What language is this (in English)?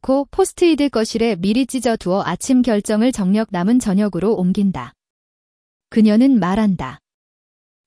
Korean